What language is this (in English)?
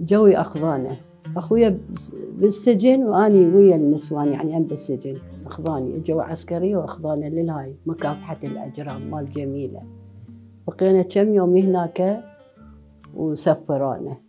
Mesopotamian Arabic